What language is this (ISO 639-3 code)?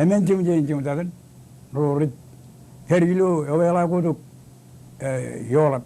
mah